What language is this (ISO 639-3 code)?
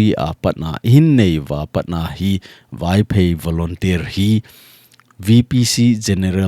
tcz